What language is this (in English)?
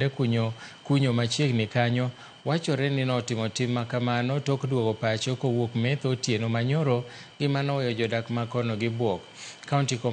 Luo (Kenya and Tanzania)